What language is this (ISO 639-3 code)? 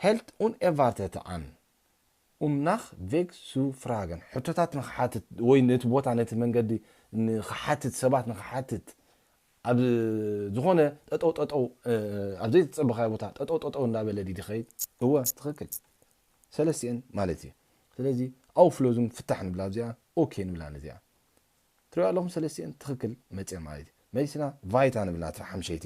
tir